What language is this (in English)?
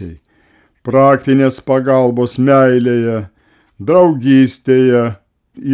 Lithuanian